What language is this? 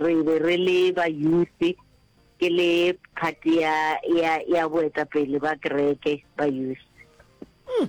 Northern Sotho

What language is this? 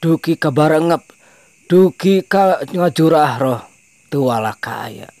Sundanese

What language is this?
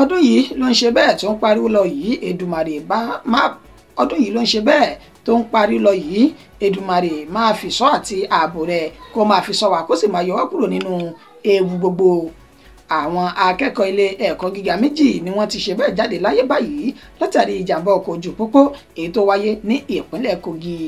Yoruba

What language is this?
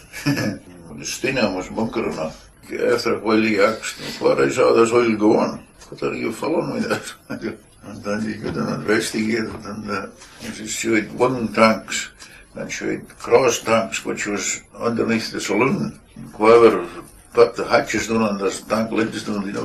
Scots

